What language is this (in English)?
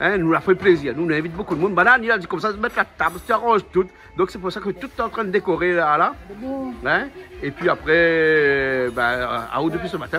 Réunion Creole French